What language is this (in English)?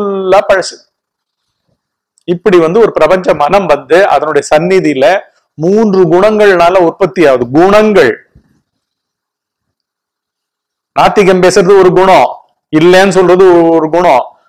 Tamil